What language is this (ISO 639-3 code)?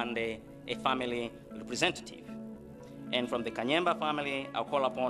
nya